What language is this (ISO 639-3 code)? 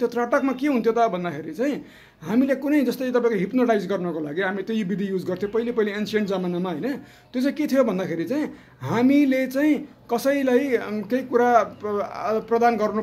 nep